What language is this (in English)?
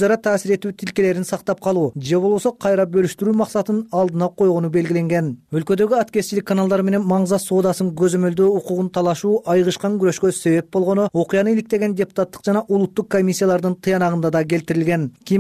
Kyrgyz